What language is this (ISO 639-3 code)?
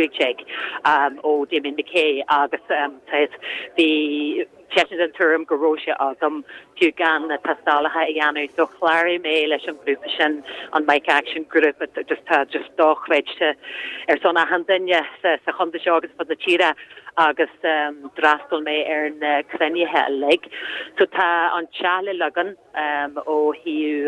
gle